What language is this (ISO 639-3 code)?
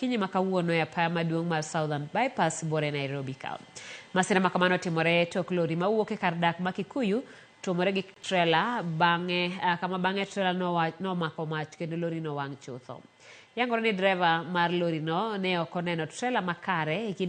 luo